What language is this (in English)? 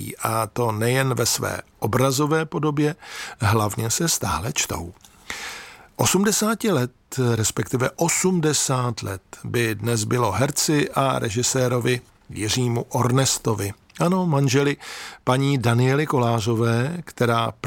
Czech